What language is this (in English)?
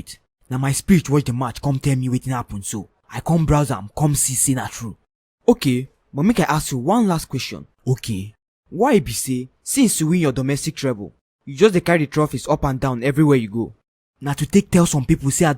Nigerian Pidgin